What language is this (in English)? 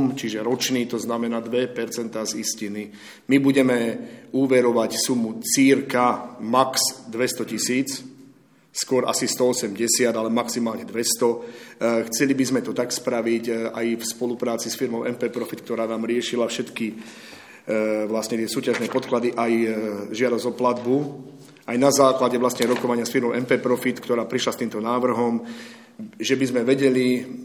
Slovak